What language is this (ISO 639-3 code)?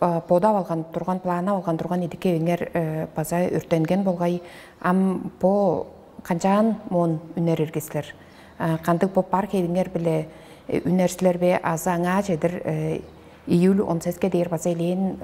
tyv